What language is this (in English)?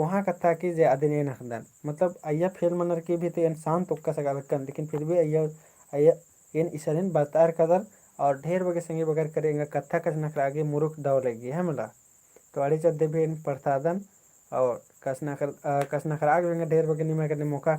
Kurukh